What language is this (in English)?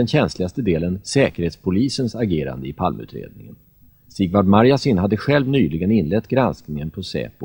Swedish